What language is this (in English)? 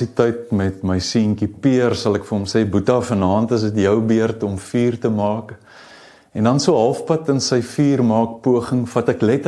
Afrikaans